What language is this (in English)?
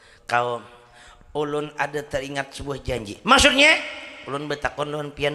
Banjar